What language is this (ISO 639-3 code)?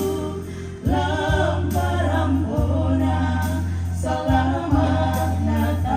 sda